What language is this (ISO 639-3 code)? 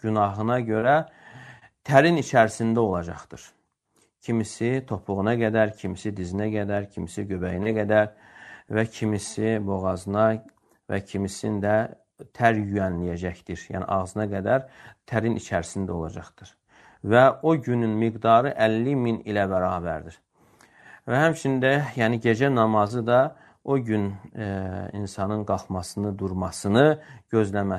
aze